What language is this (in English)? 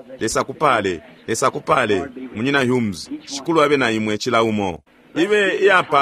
Bemba